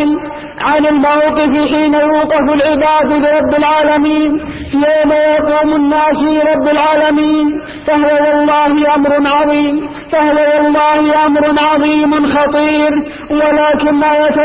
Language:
Arabic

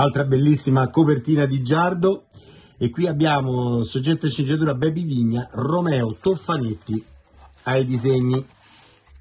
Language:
Italian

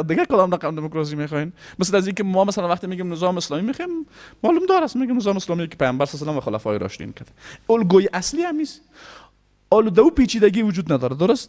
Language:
Persian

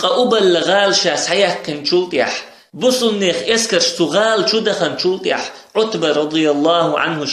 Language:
Chechen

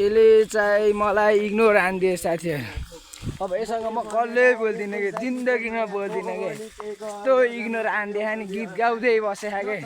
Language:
Nepali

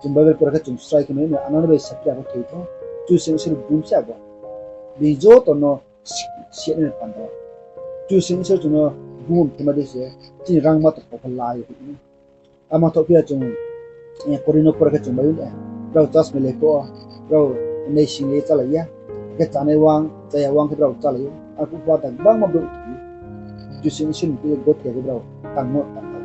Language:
Riang (India)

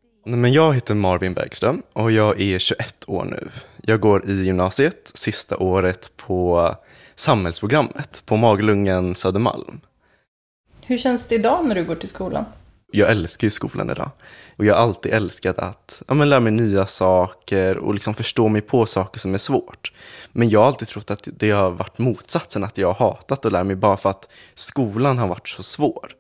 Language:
Swedish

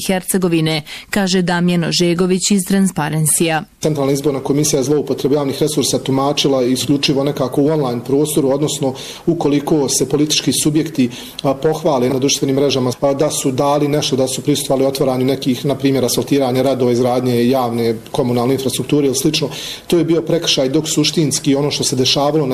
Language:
Bosnian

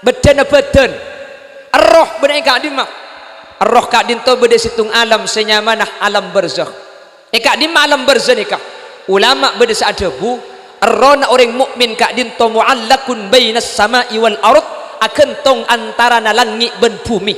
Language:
Madurese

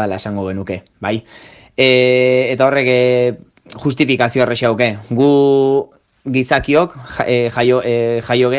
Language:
Basque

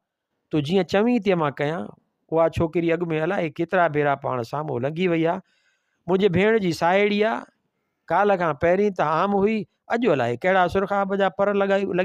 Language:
Sindhi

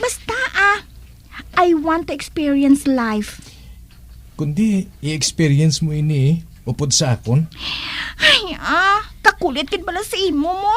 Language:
Hiligaynon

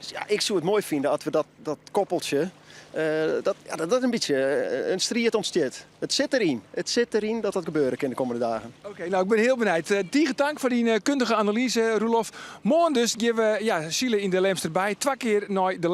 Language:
Western Frisian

